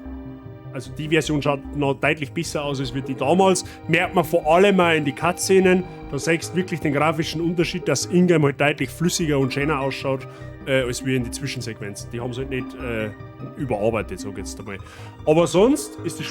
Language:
Bavarian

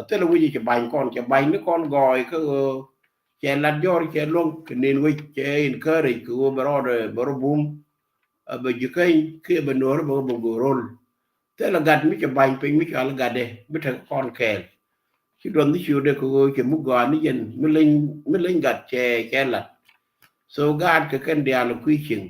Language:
Nuer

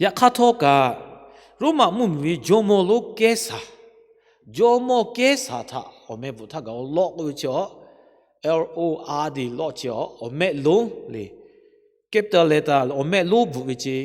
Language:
Lahu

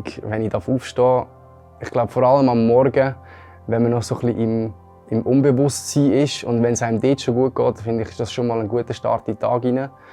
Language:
Swiss German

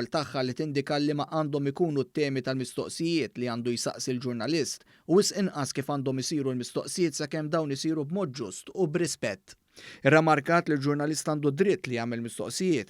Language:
Maltese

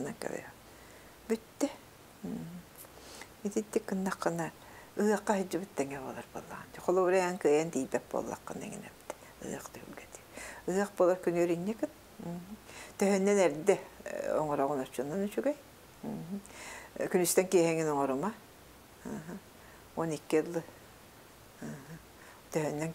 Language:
Yakut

